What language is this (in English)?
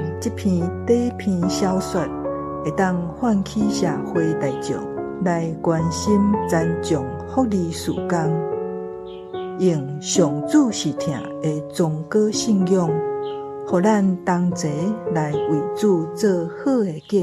Min Nan Chinese